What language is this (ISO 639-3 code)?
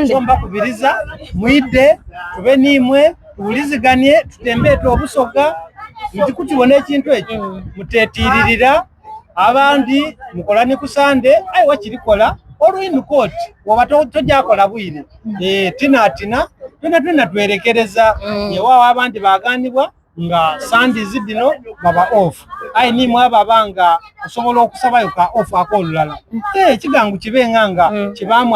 xog